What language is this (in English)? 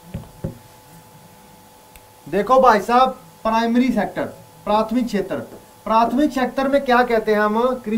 Hindi